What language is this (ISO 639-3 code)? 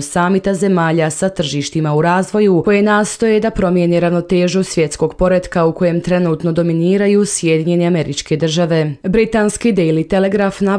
hrv